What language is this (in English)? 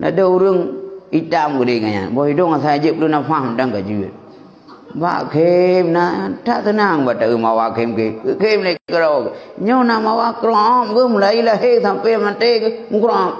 Achinese